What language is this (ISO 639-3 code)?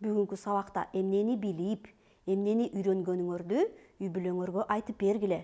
kir